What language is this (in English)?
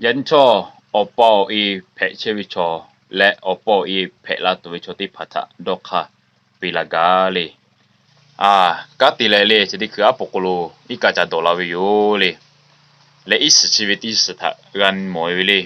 Lahu